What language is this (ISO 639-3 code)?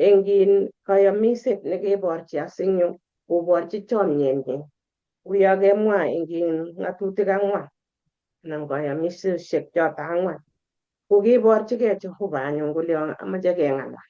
kln